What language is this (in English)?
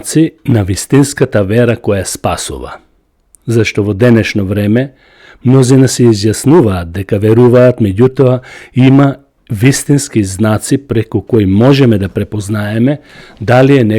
Macedonian